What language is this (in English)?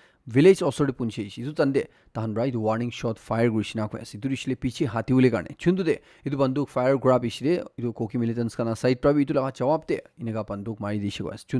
Naga Pidgin